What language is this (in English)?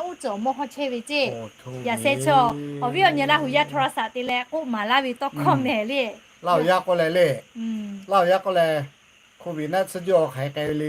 Lahu